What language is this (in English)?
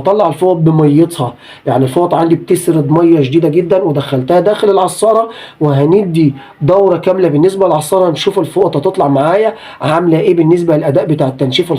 Egyptian Arabic